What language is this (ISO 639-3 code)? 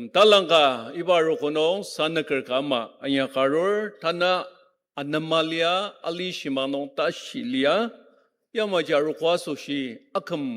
njo